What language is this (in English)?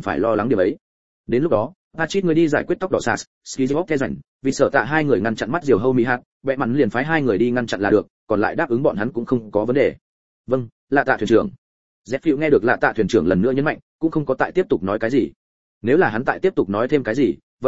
Vietnamese